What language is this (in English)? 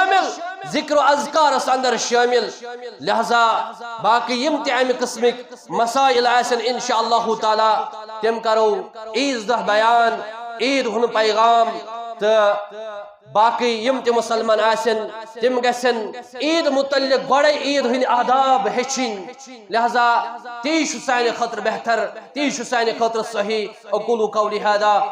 Kashmiri